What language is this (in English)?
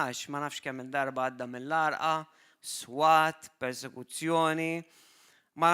Maltese